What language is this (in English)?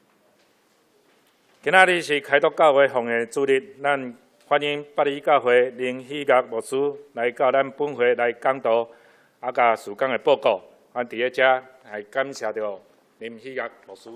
Min Nan Chinese